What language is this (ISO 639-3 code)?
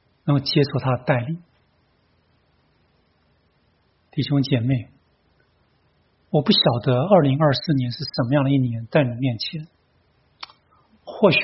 zho